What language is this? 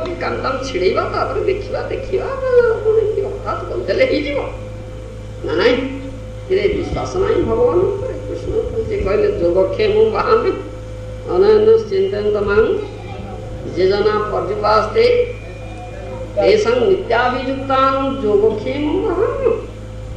Odia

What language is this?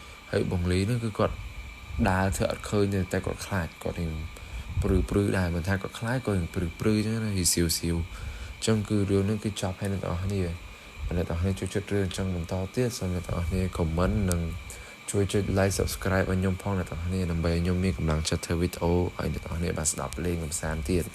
Khmer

